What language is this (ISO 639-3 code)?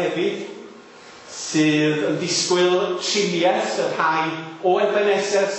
cym